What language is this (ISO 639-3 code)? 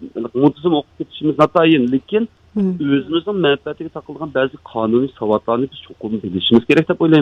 uig